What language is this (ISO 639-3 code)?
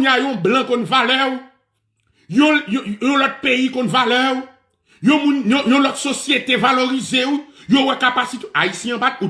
hat